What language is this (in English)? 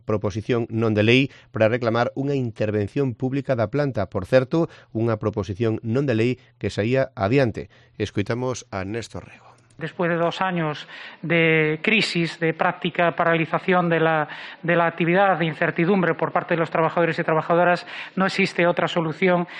Galician